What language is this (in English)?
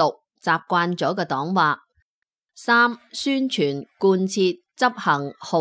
Cantonese